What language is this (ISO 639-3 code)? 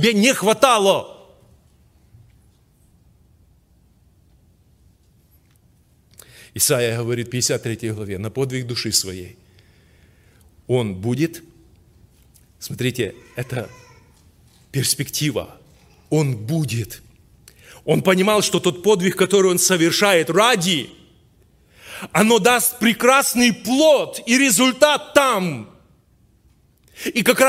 rus